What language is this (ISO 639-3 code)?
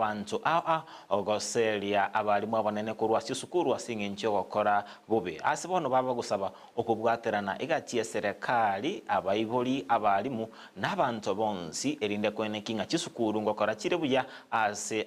guz